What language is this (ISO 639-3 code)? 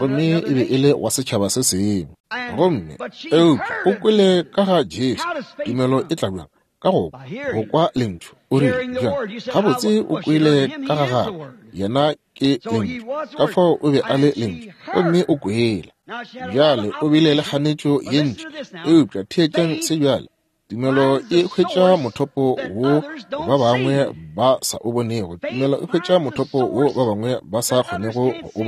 nso